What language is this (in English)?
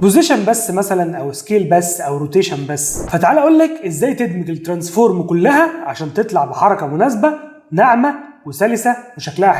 Egyptian Arabic